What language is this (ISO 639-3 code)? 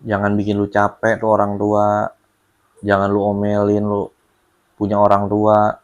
bew